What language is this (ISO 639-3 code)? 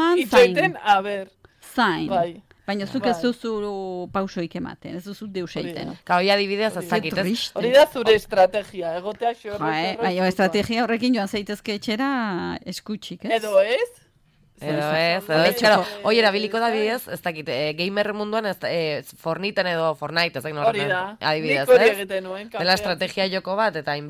eus